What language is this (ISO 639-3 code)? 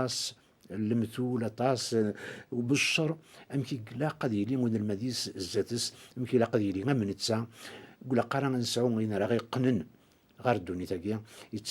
kab